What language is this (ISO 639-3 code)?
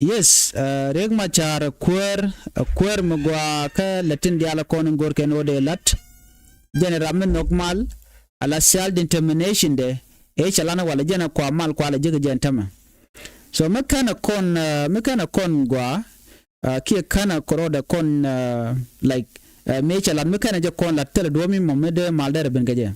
nus